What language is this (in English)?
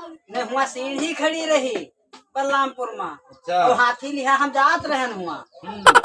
Awadhi